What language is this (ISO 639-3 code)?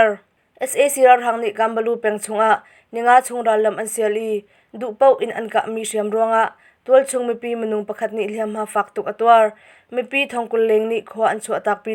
cnh